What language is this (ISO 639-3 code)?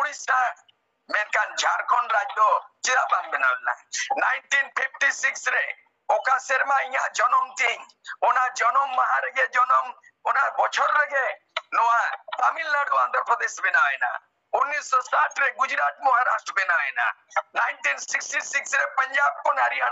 sat